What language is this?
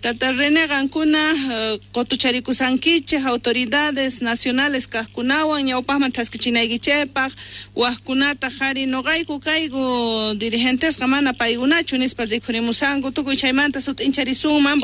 Quechua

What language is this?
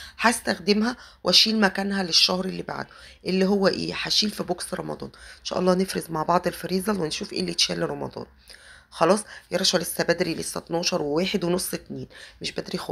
Egyptian Arabic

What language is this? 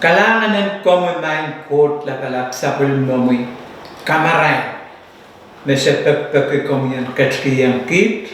Pohnpeian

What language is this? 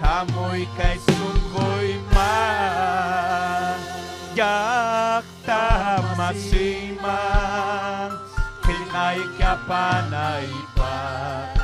Ayacucho Quechua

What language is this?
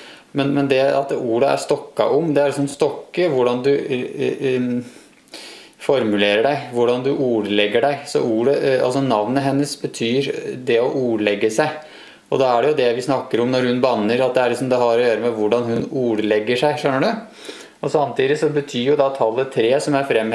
Norwegian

